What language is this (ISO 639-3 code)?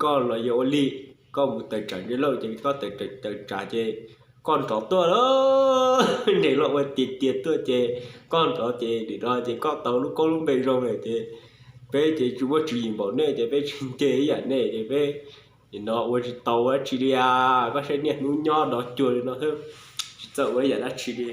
hmn